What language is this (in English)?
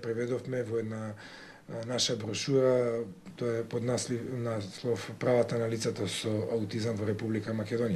Macedonian